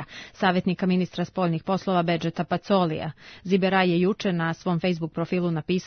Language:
Serbian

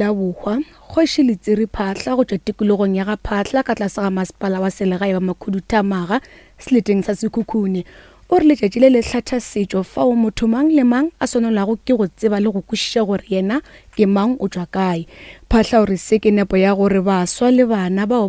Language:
Northern Sotho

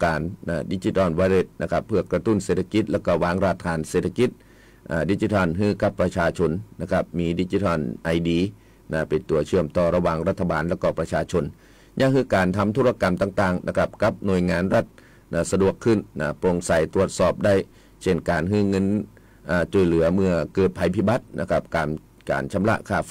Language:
Thai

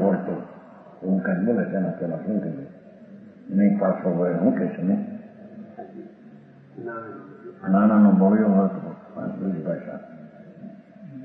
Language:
Gujarati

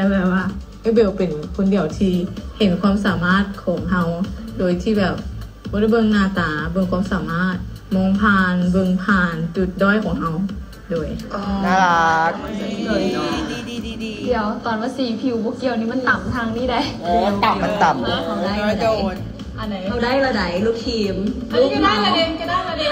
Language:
Thai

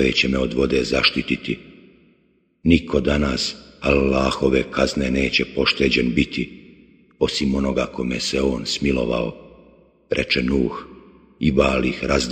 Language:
Bosnian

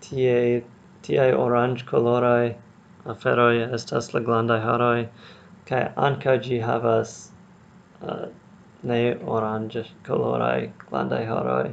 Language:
Esperanto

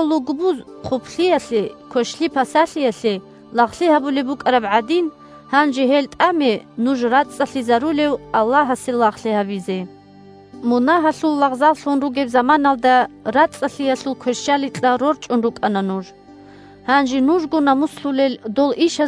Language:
Avaric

